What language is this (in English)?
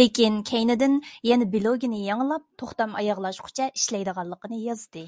Uyghur